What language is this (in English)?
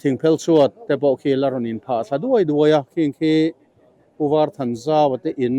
Mizo